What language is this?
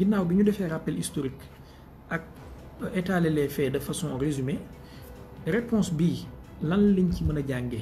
Wolof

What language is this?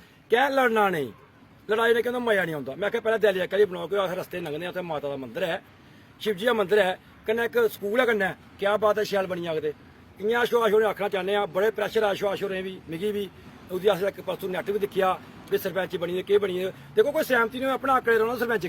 Dogri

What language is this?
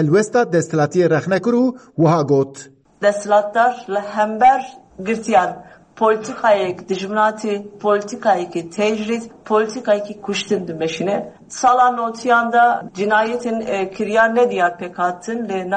Kurdish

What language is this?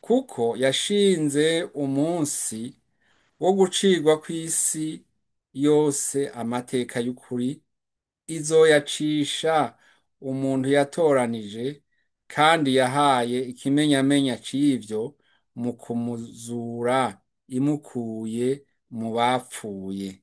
Rundi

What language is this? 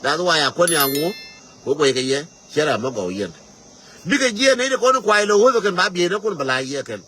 Nuer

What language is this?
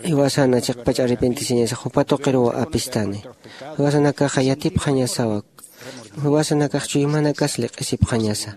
Aymara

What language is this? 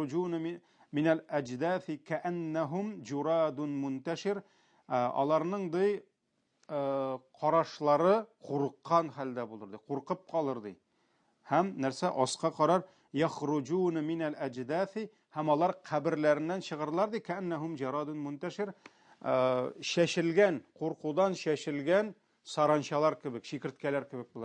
Tatar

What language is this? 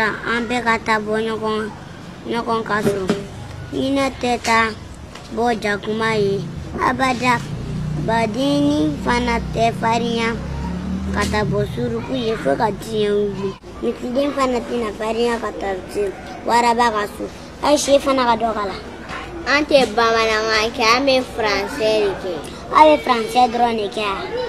Bambara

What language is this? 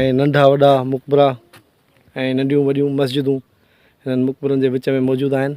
Sindhi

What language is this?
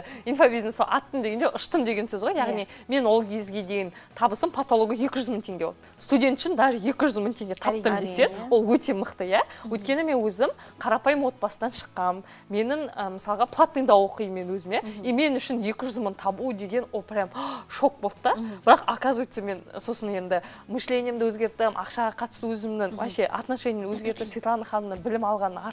Kazakh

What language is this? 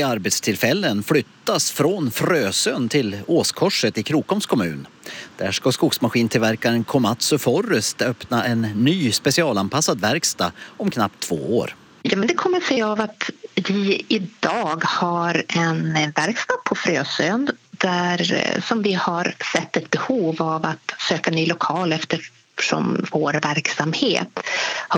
Swedish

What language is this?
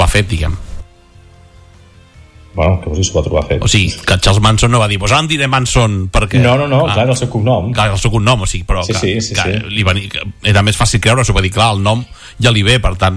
Catalan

